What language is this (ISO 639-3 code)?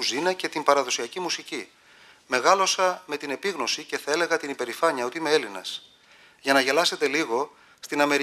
ell